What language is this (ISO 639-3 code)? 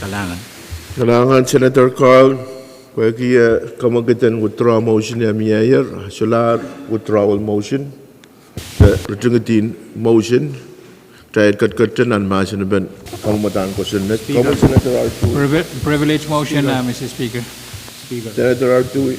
pon